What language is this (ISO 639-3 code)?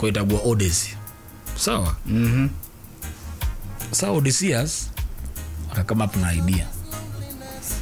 swa